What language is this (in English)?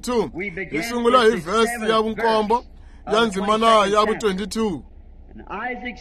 Tsonga